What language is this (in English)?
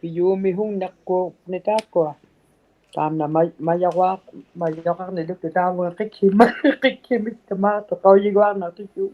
Inuktitut